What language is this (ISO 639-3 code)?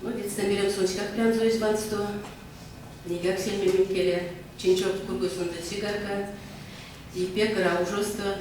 myv